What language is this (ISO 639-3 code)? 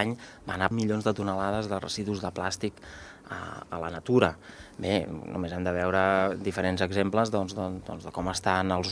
cat